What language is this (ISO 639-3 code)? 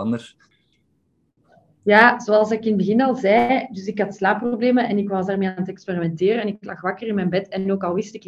nld